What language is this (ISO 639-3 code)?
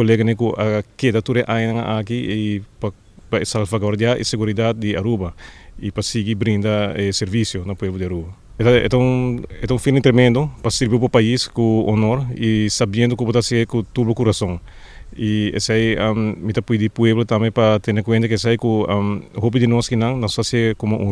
pap